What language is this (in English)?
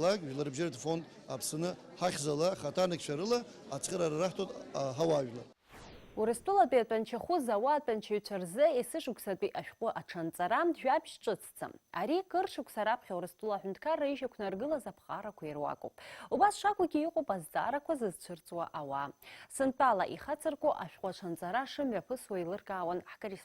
Abkhazian